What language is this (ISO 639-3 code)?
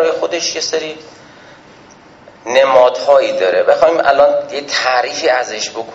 fas